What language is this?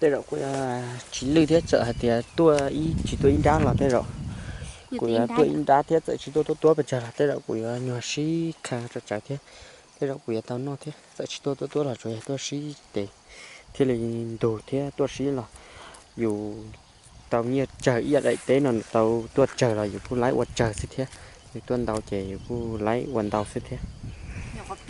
Hmong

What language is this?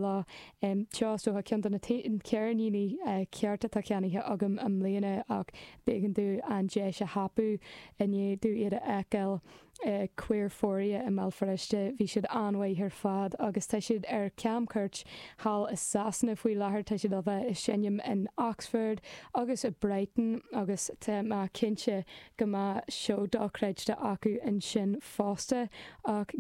Irish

